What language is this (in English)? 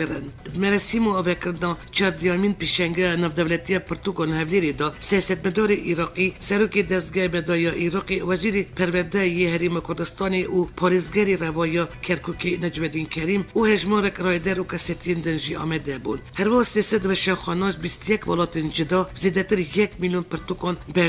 Kurdish